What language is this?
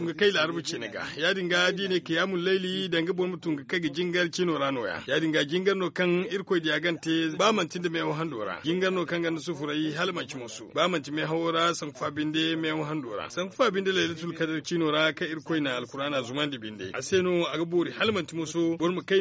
Zarma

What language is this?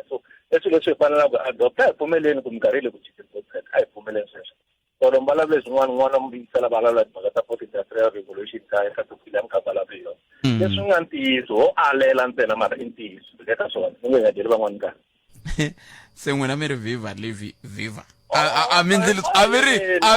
Tsonga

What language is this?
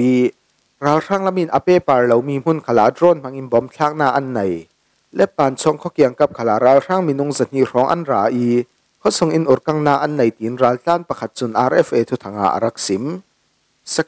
Falam Chin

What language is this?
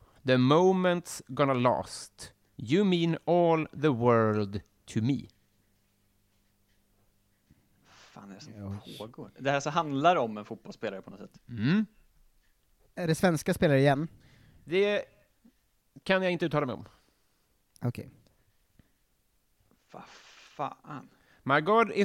Swedish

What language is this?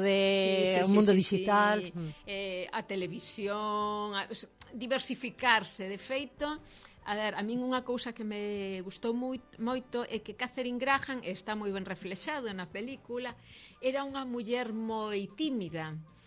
Galician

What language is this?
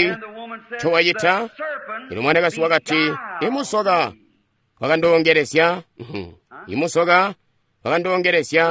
Tonga (Zambia)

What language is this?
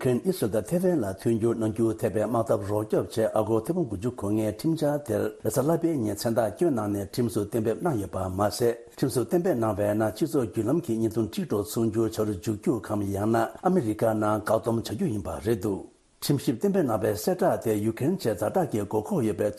Tibetan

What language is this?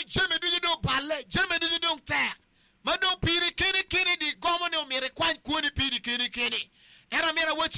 Acoli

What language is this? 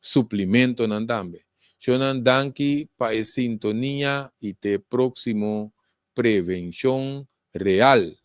Papiamento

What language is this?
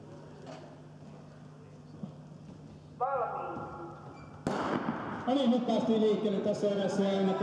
Finnish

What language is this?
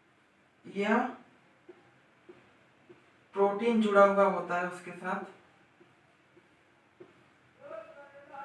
Hindi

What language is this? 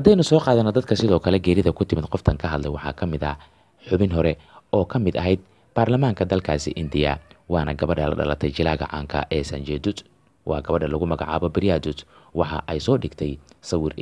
Somali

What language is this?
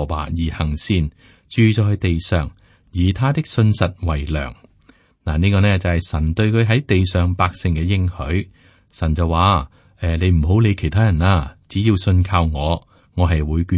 Cantonese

